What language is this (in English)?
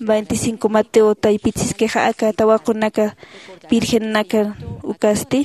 Aymara